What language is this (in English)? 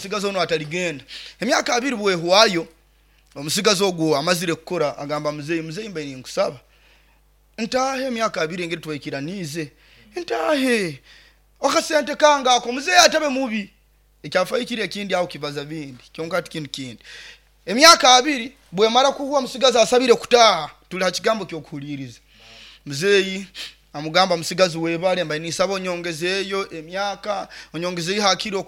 Nyoro